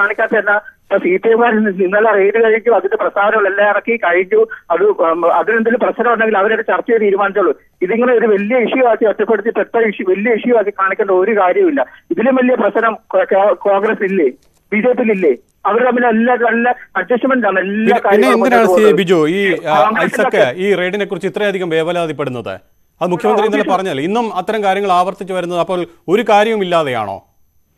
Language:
Malayalam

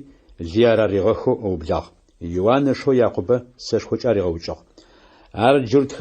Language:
Adyghe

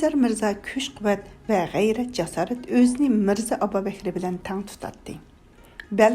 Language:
Uyghur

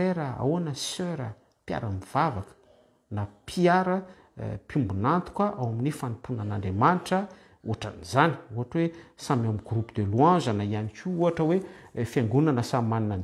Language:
Malagasy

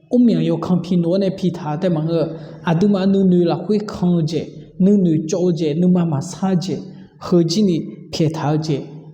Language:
Akha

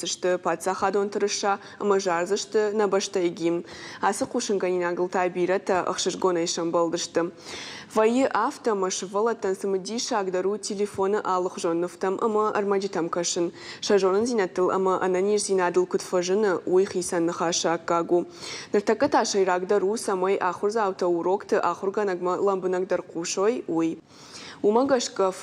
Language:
Ossetic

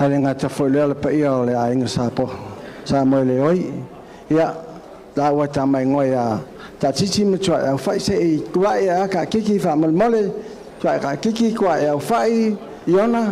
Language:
Samoan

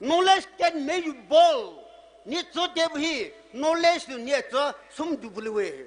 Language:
Poumei Naga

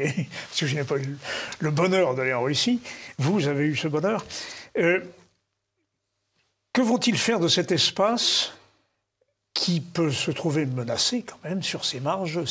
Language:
French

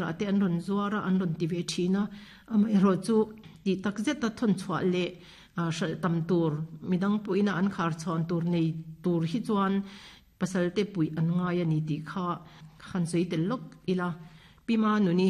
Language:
Mizo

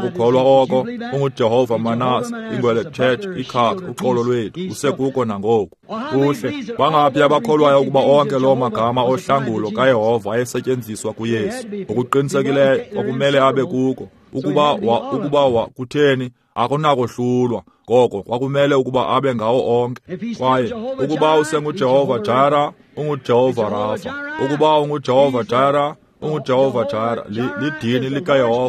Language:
Xhosa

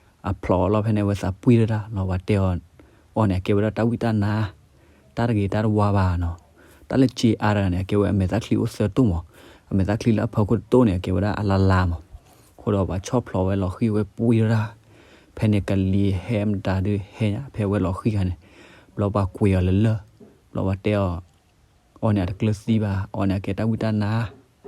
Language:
S'gaw Karen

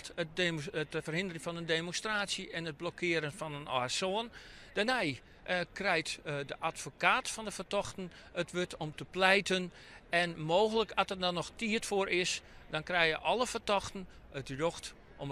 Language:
Western Frisian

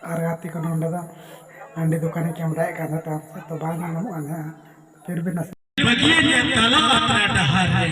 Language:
Santali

